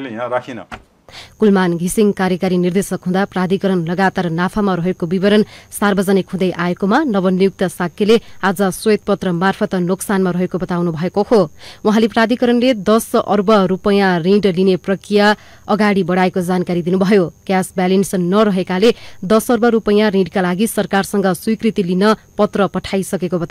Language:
Nepali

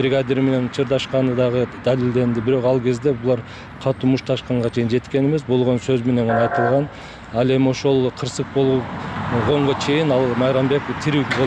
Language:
Kyrgyz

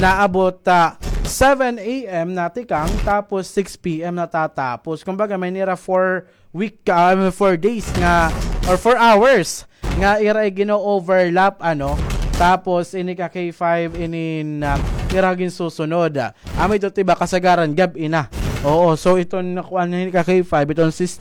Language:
Waray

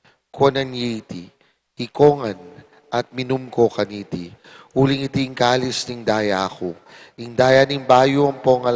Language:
Pampanga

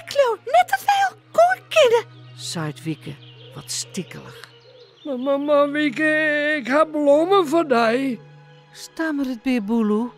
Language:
Western Frisian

